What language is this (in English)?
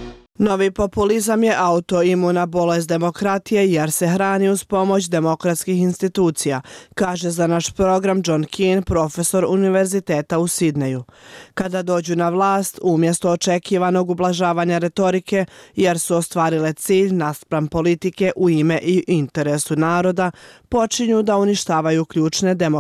Bosnian